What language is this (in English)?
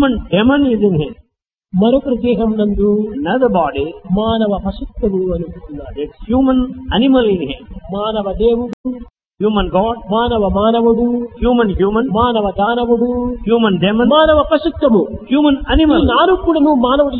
Telugu